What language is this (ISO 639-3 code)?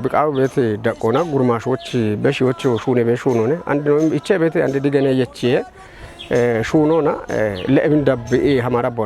kbr